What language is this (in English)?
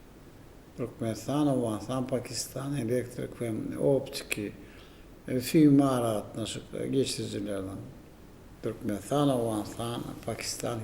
Turkmen